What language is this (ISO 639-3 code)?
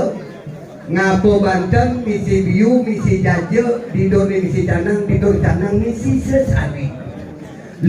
ban